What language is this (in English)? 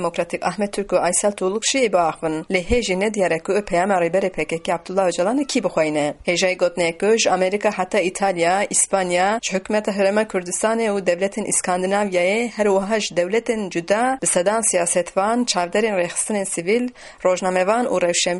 Kurdish